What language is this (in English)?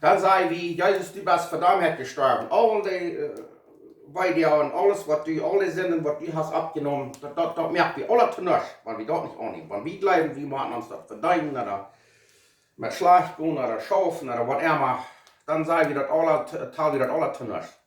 Plautdietsch